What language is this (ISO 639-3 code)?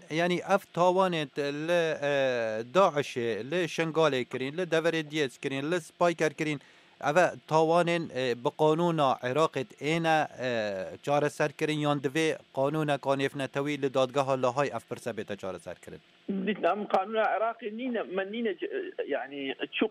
kur